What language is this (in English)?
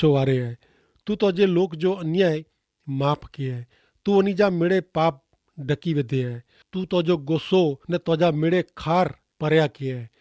Kachhi